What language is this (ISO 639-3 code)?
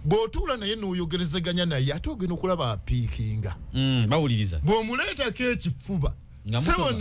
lug